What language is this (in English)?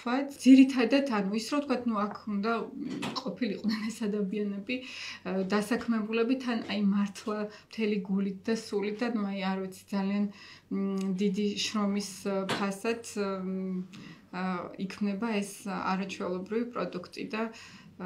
Georgian